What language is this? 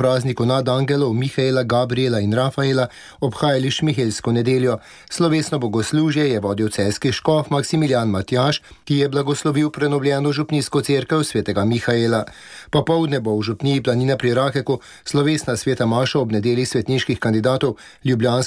Slovenian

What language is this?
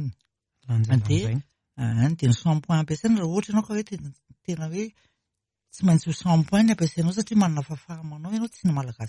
Malagasy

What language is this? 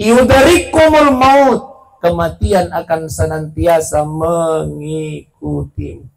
Buginese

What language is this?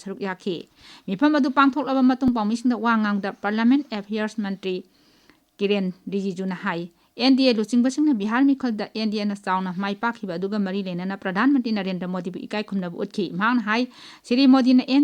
Manipuri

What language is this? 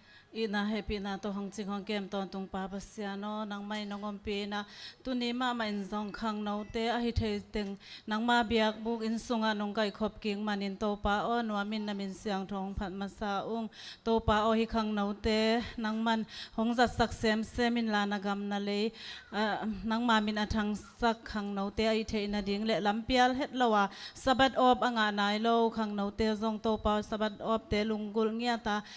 Tedim Chin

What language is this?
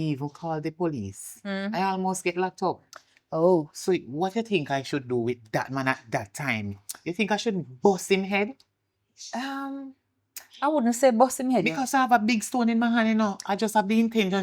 Jamaican Creole English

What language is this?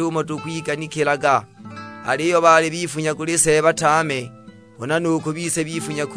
Sukuma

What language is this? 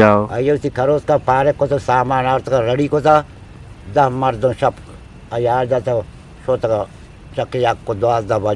Eastern Balochi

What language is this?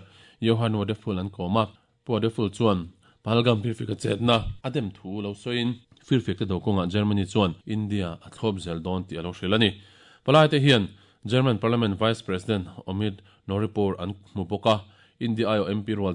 Mizo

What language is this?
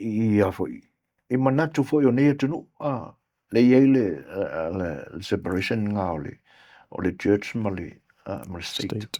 Samoan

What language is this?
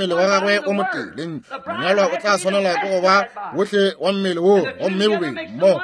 Northern Sotho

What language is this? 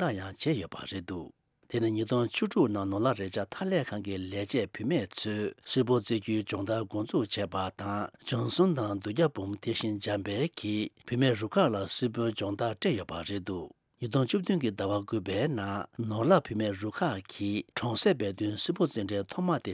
Tibetan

